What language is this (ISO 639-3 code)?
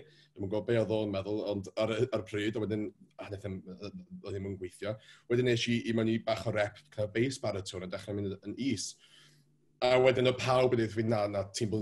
cym